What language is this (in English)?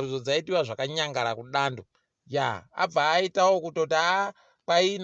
Ndau